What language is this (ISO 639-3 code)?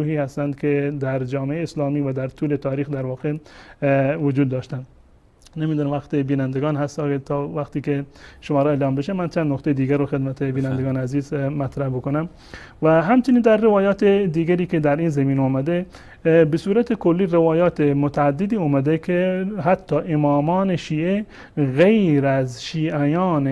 fas